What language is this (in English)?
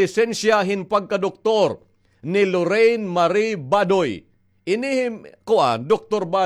Waray